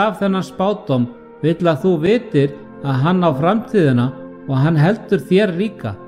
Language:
Icelandic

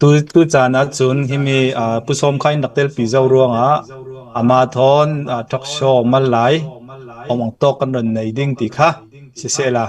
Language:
Hakha Chin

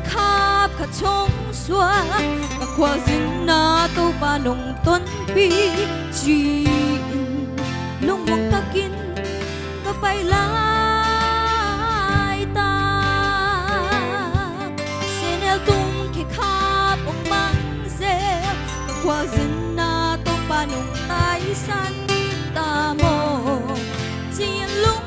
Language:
Tedim Chin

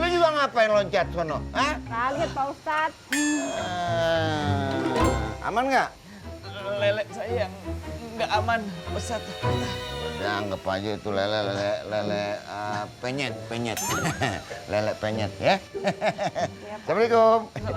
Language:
Betawi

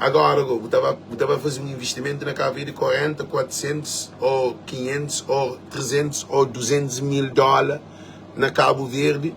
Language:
Kabuverdianu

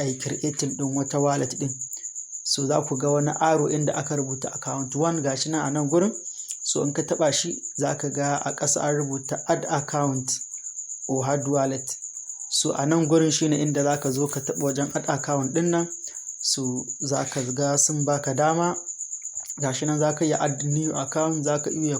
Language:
Hausa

